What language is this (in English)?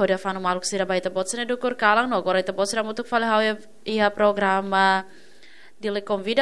Tetum